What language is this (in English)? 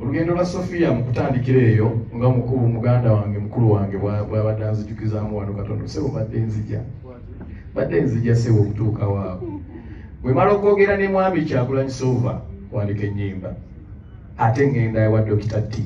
Ganda